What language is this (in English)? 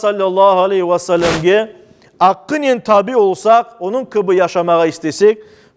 Crimean Tatar